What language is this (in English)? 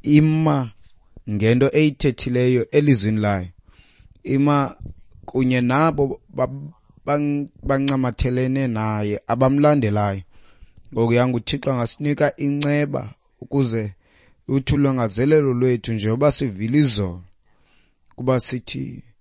Xhosa